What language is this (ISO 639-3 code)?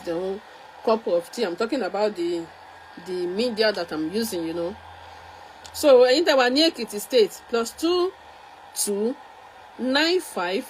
yor